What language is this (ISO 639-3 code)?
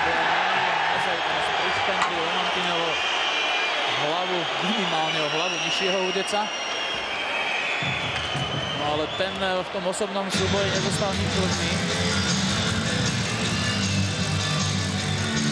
slk